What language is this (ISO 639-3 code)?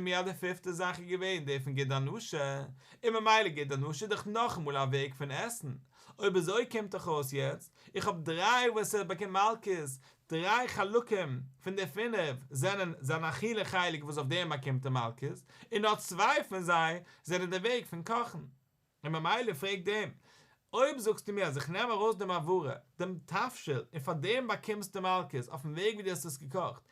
yid